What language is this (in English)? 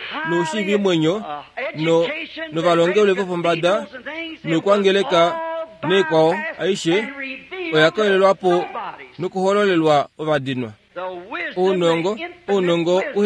Kuanyama